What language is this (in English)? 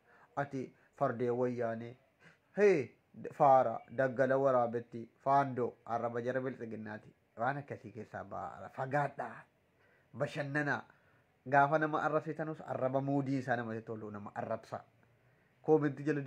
Oromo